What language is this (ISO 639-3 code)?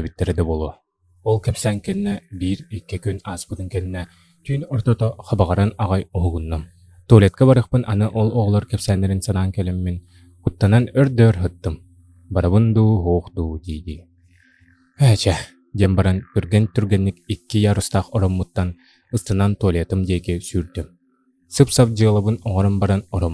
sah